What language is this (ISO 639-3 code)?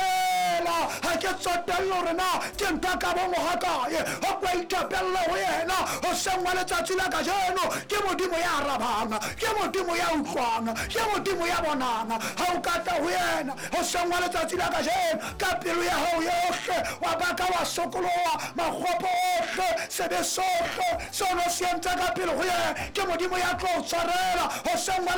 sot